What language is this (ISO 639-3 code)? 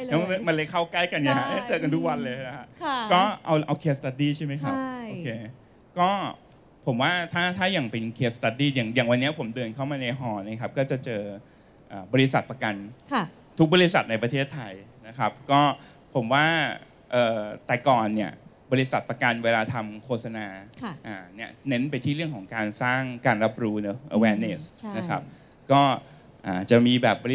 tha